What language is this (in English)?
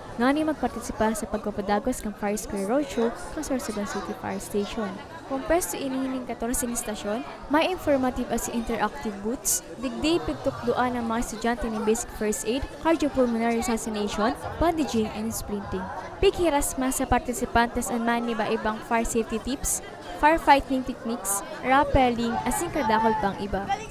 Bikol